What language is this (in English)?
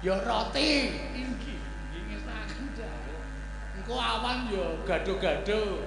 Javanese